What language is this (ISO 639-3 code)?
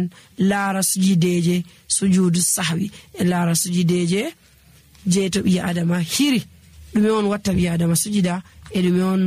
ful